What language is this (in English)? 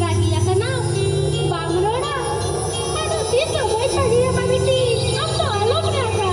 Santali